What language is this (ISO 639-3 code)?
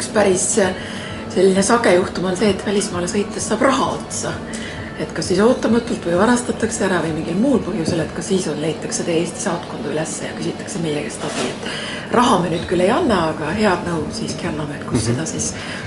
est